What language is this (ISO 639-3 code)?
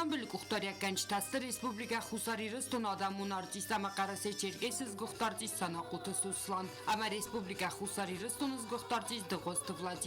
oss